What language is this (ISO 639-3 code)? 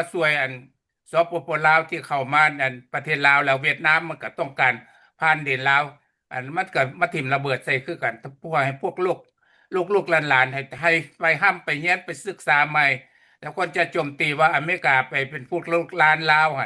lao